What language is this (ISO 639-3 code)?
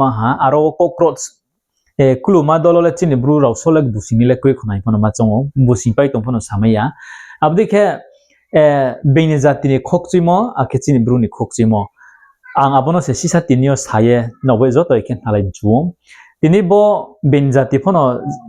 ria